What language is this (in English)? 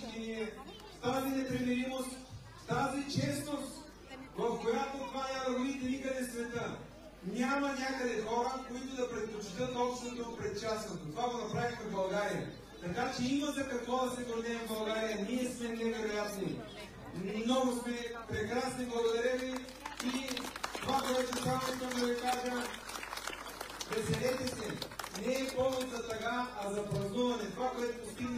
Bulgarian